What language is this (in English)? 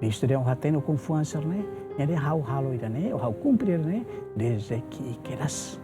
Tetum